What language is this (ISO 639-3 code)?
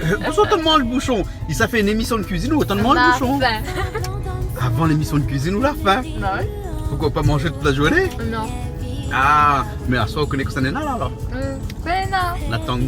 rcf